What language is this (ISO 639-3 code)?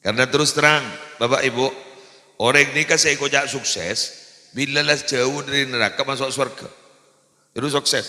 mad